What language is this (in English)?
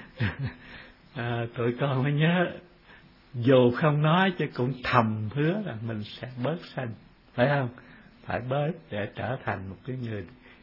Vietnamese